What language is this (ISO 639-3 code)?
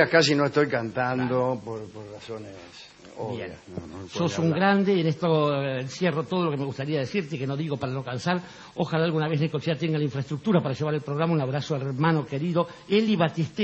spa